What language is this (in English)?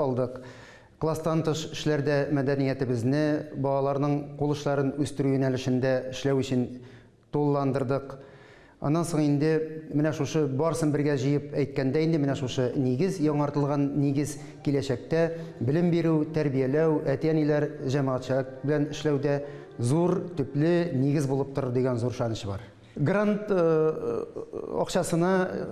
Tatar